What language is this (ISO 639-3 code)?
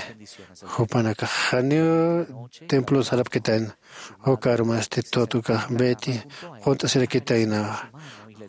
aym